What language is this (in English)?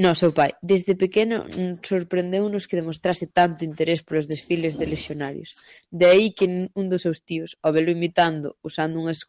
Galician